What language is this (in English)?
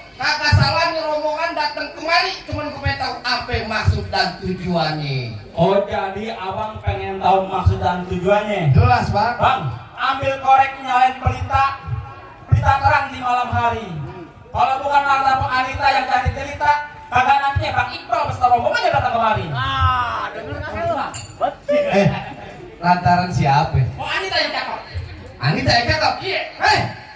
Betawi